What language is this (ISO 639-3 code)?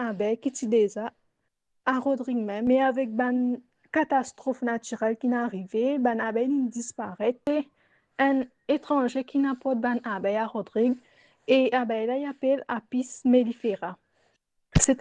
mfe